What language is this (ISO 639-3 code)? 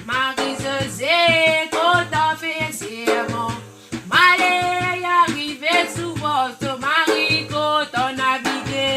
mfe